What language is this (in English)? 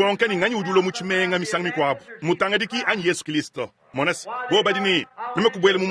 Luba-Lulua